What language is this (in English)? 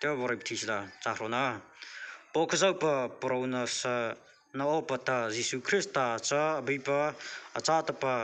Mara Chin